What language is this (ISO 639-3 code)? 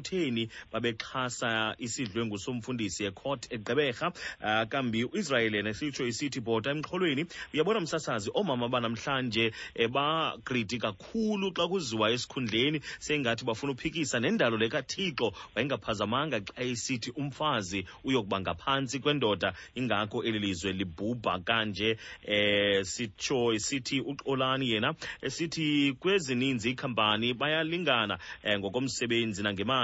xho